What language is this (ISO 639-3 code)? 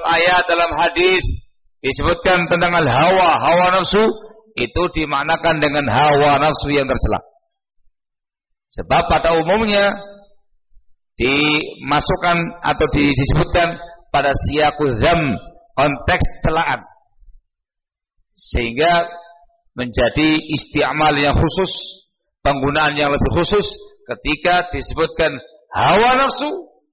ind